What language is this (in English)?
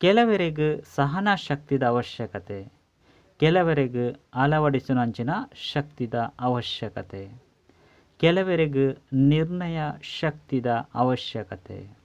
Tulu